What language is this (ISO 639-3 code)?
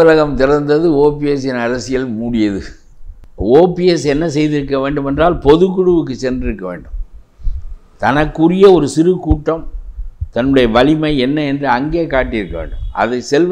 tam